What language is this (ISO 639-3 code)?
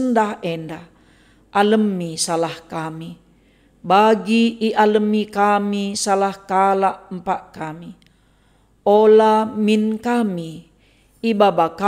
btx